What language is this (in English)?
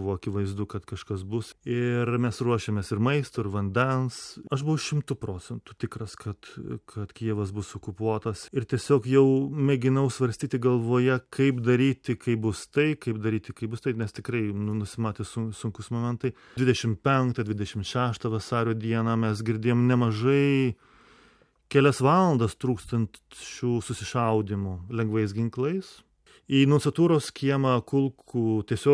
Lithuanian